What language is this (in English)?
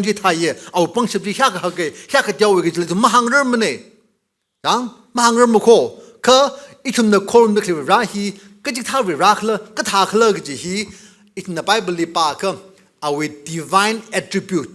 Tangkhul Naga (India)